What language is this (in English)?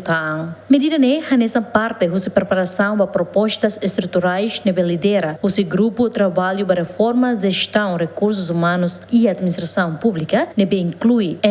Tetum